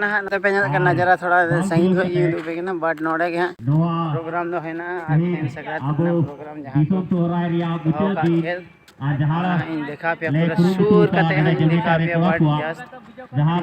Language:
Santali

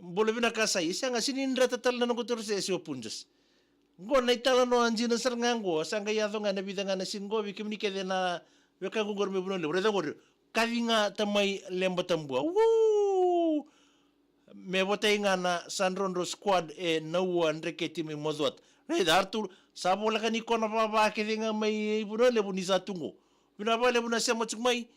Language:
Fijian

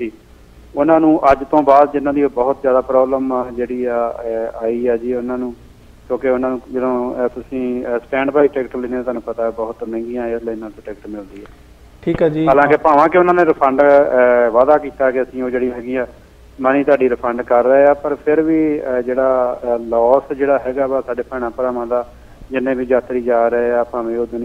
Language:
Punjabi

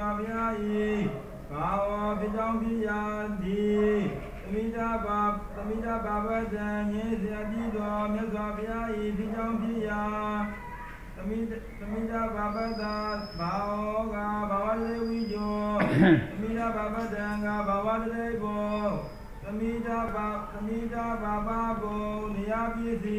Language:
Burmese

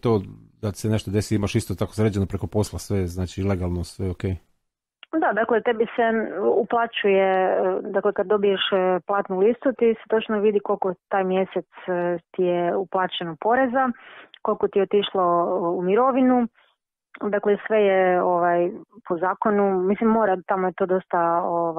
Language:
Croatian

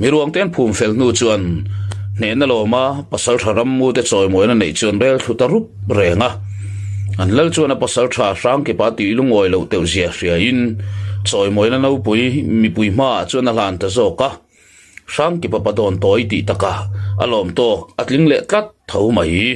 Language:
Mizo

